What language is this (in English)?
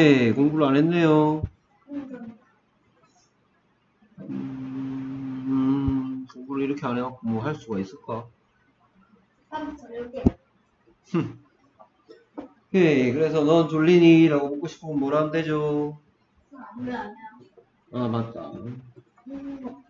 Korean